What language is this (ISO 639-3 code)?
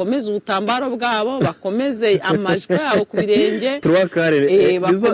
kin